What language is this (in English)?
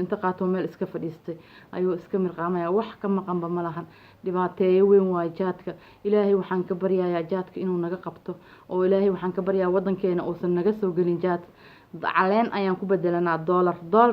Somali